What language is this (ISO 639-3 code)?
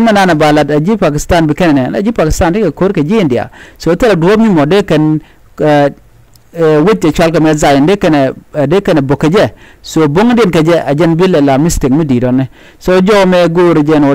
nus